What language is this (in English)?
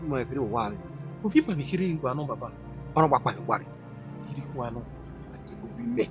Bini